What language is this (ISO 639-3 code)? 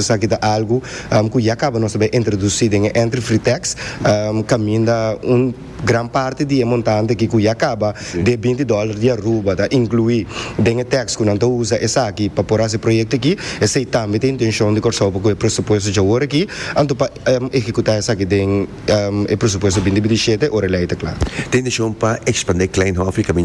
pap